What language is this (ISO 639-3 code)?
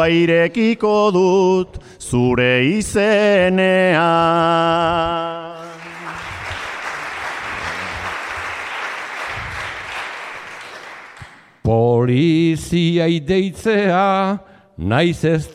eus